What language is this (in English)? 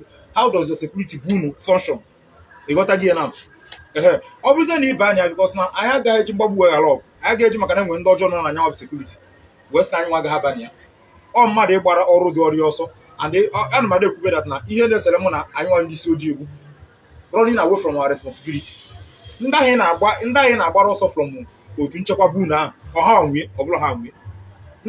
Igbo